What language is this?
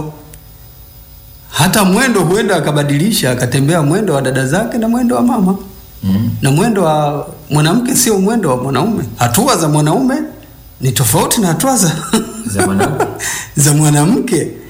Swahili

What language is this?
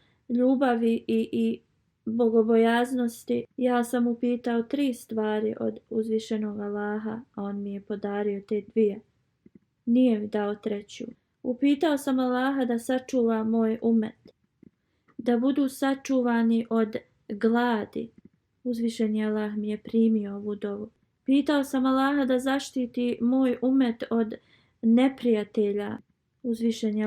Bosnian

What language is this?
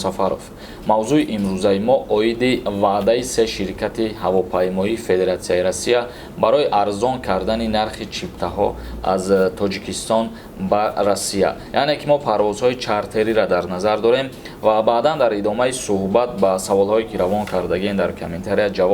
Tajik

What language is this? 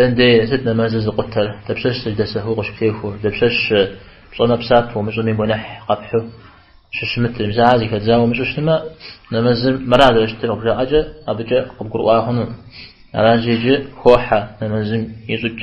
Kabardian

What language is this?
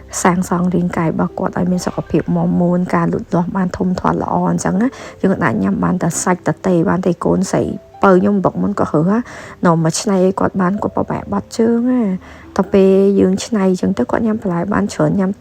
Khmer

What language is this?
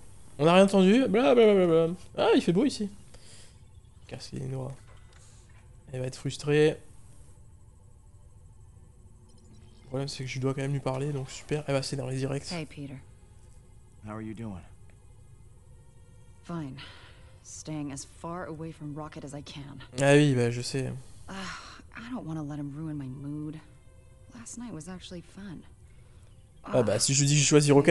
French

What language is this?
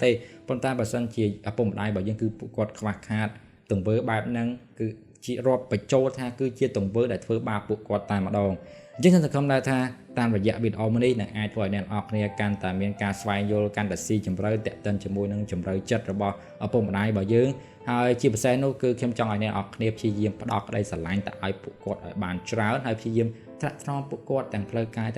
Khmer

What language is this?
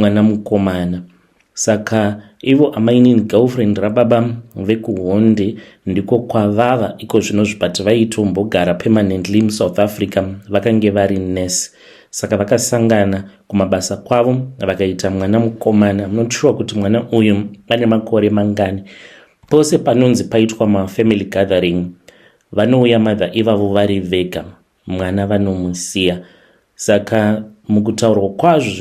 Shona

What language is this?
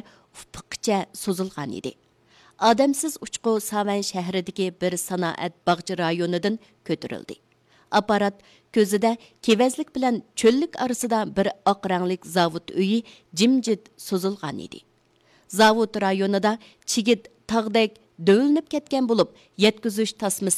Uyghur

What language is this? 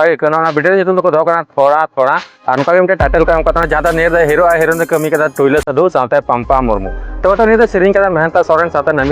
Santali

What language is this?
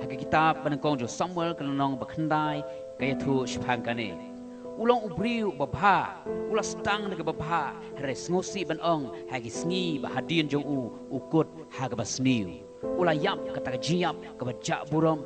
Khasi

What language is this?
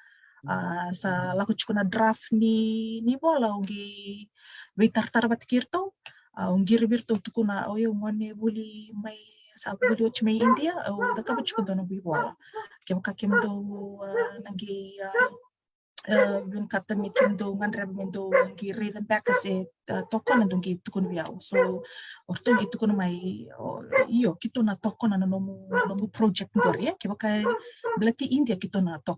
Fijian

